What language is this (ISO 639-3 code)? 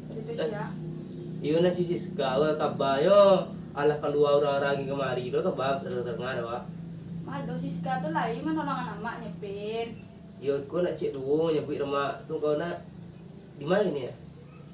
min